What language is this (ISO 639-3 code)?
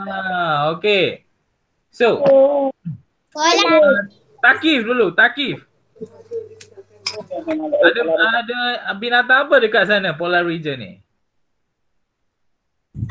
msa